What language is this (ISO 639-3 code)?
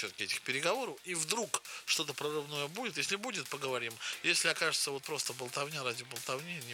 rus